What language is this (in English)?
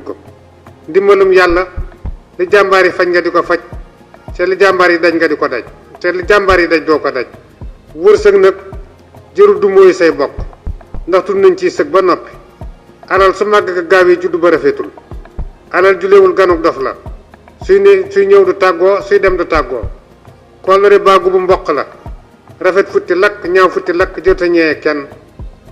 Wolof